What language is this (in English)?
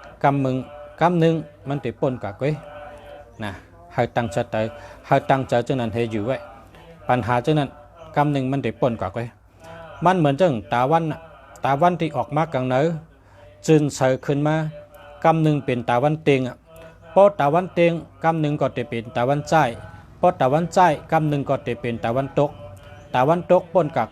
Shan